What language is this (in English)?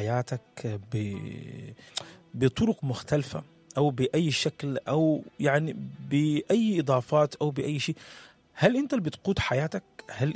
Sudanese Arabic